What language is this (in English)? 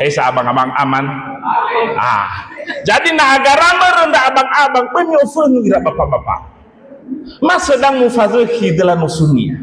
Nias